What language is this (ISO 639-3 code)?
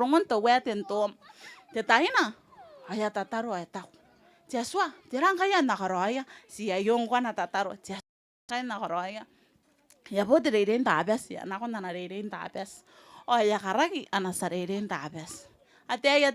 gil